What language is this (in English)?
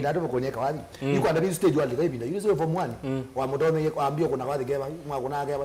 Kamba